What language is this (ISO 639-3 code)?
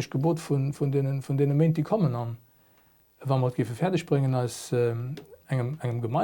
ltz